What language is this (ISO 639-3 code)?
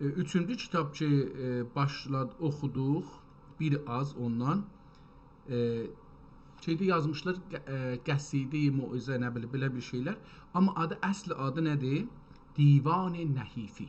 azb